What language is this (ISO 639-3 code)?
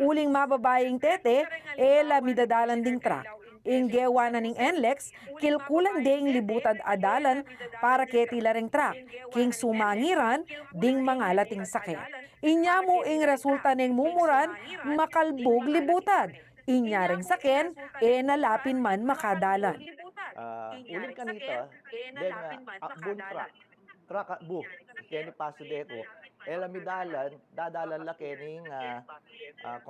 pam